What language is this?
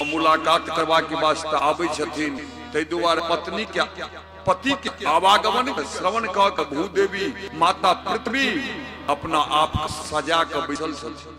Maithili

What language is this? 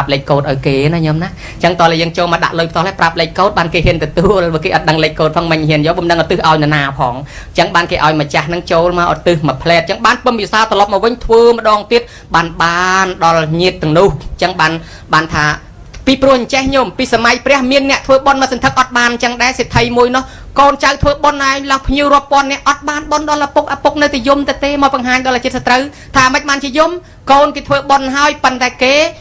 Khmer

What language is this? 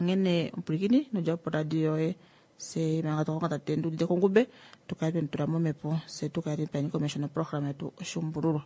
Kuanyama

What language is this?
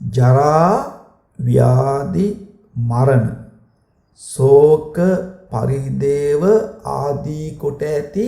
Sinhala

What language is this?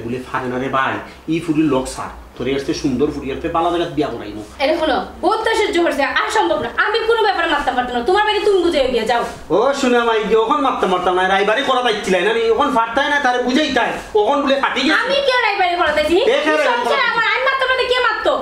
Sylheti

